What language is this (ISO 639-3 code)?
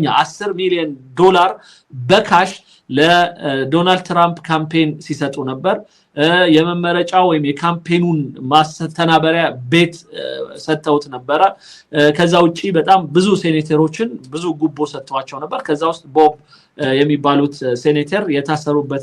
amh